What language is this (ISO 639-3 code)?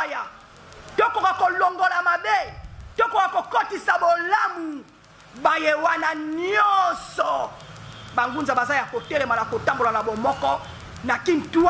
lin